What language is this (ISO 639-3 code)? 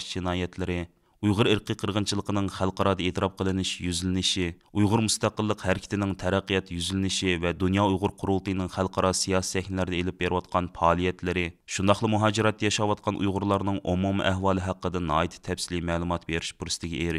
uig